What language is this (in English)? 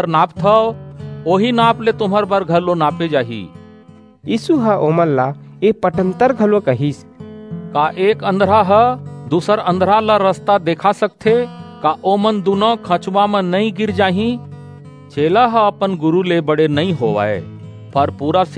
Chhattisgarhi